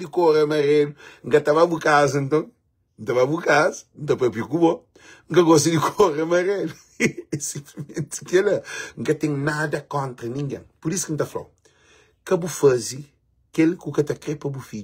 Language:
Kabuverdianu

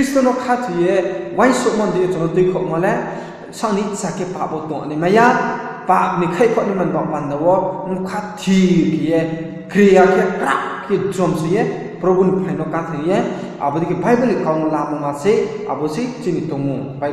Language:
Riang (India)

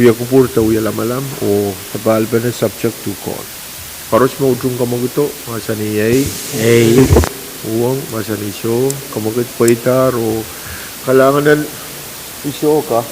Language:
Pohnpeian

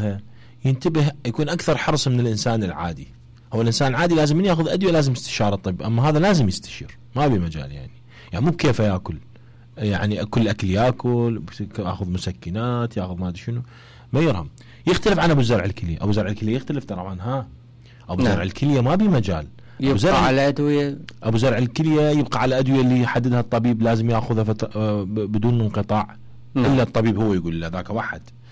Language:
Mesopotamian Arabic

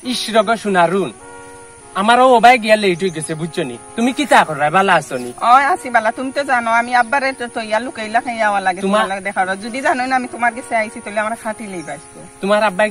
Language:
Sylheti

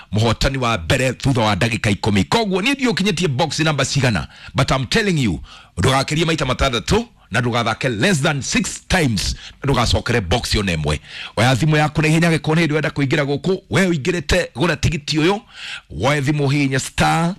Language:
Kikuyu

